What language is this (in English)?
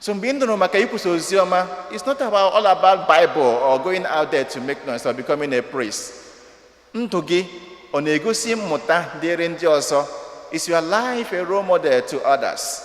Igbo